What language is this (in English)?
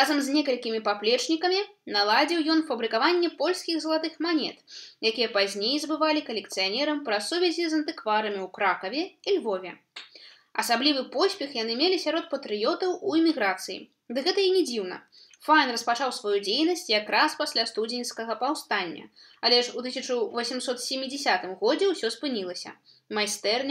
Belarusian